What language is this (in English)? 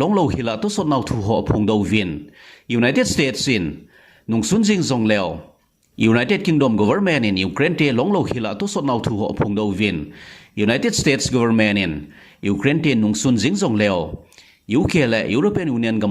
Thado Chin